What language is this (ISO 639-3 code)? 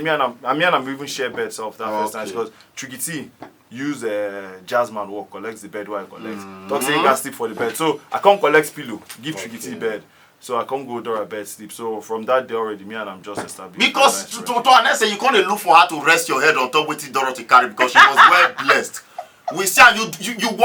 pcm